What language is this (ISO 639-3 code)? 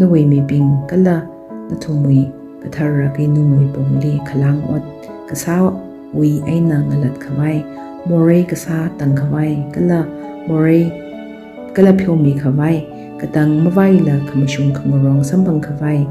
nmf